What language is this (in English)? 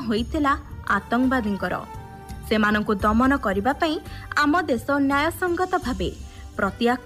Odia